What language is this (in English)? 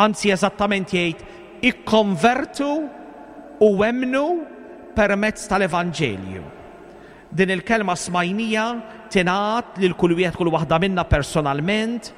Maltese